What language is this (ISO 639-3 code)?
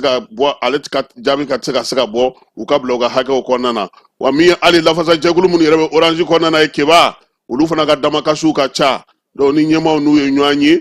bam